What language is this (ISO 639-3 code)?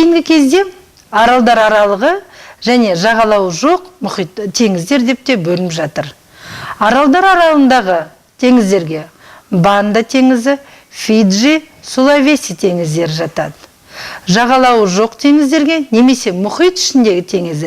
kaz